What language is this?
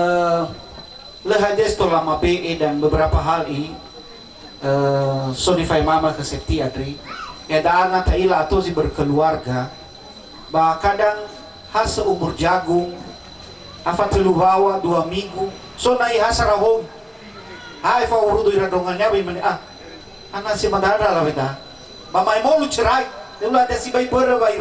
Nias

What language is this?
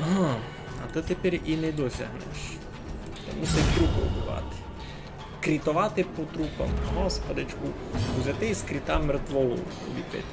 Rusyn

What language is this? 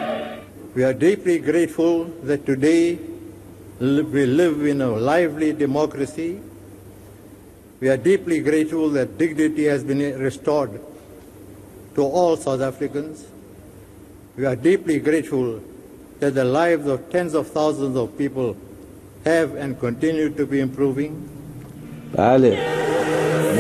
Persian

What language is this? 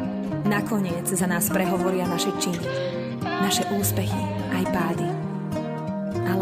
Slovak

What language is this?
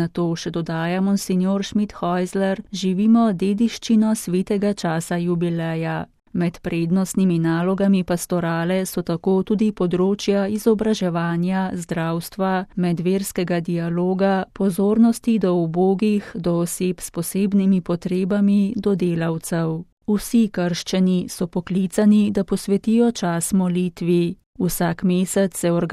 Slovenian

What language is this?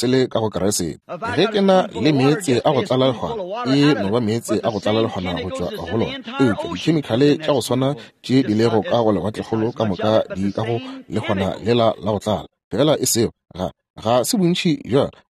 Northern Sotho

